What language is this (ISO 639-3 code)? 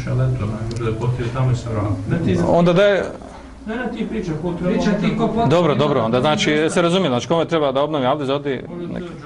bos